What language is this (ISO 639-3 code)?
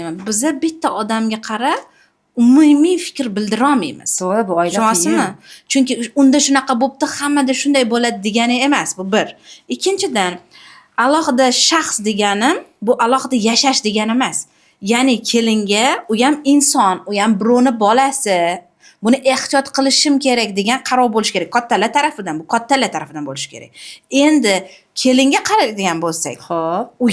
uzb